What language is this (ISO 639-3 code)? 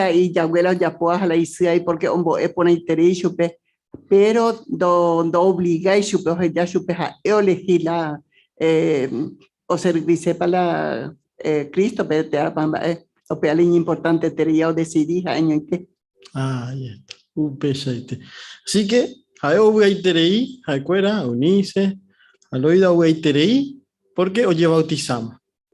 grn